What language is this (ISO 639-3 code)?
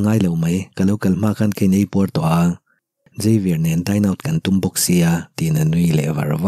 lus